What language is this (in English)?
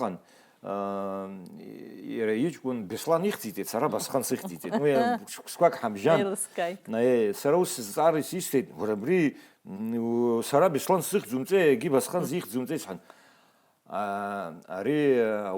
Abkhazian